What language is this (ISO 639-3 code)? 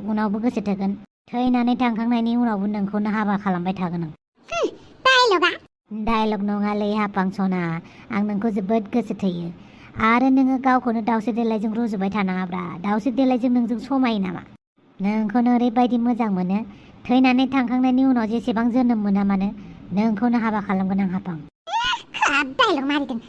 brx